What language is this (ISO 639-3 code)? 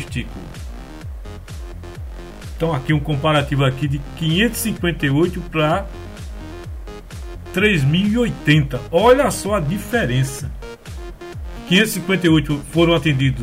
por